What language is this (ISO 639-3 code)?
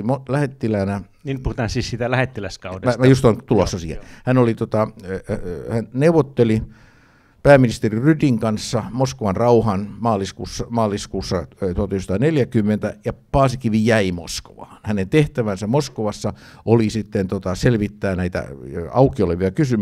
fin